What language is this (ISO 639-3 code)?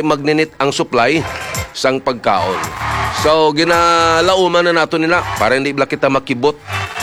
hil